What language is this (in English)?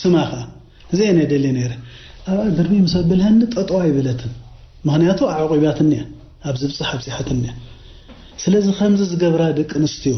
Tigrinya